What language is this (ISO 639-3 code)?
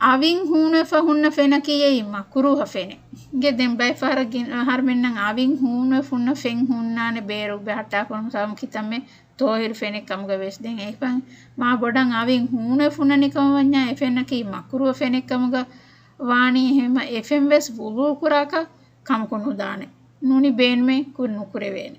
div